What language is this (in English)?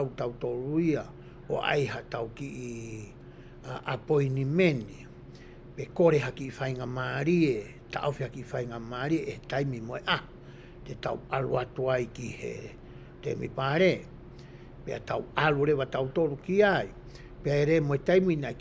Tongan